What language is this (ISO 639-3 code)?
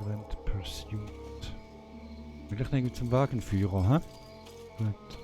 gsw